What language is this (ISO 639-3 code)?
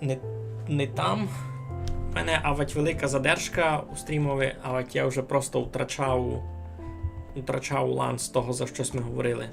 rue